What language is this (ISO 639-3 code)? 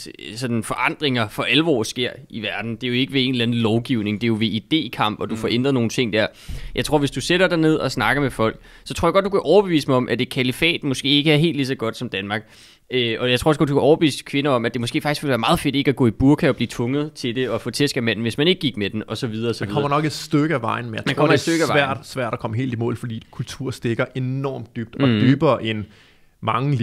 dan